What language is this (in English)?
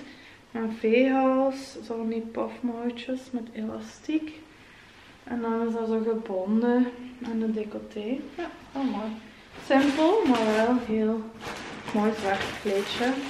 Dutch